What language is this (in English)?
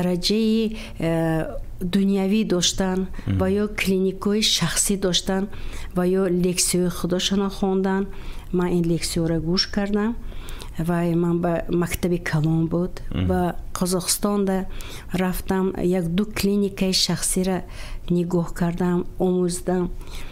Tajik